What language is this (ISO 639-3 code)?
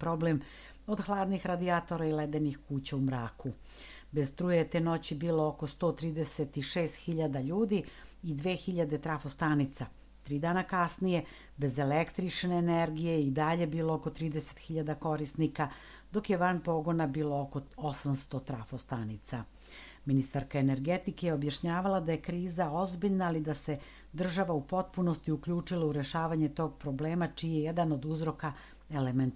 srp